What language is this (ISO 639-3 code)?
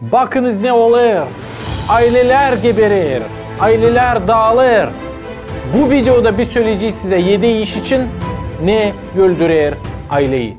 gag